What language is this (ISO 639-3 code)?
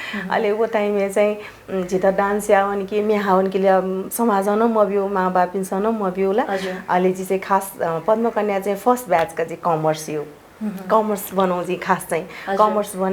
new